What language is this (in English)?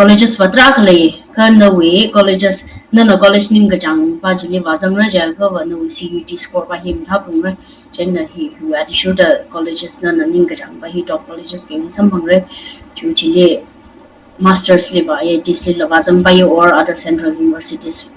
Tangkhul Naga (India)